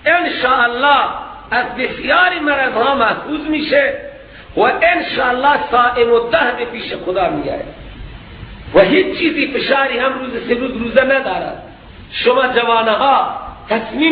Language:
Persian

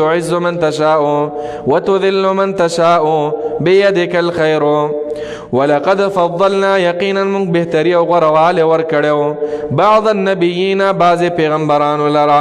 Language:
Pashto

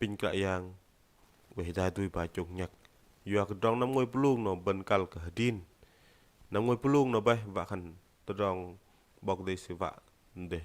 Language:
Bahnar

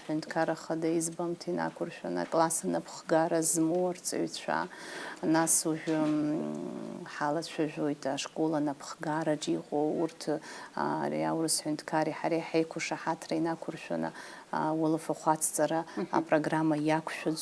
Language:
Abkhazian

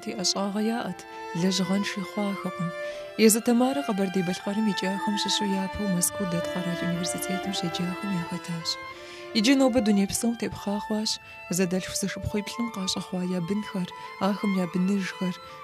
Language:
Kabardian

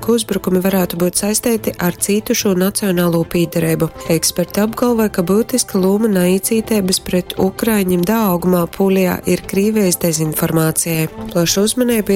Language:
Latgalian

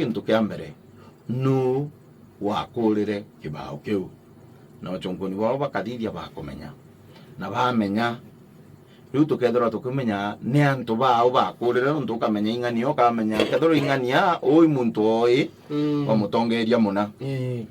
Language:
Meru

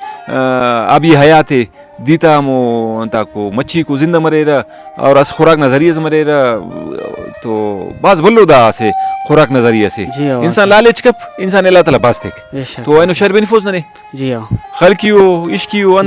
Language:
Brahui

